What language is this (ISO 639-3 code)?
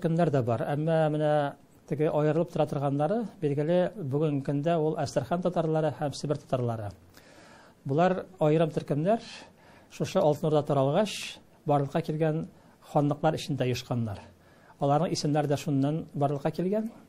tat